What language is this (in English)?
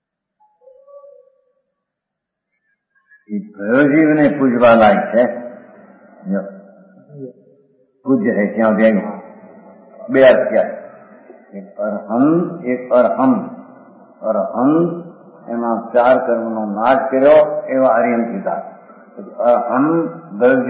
Gujarati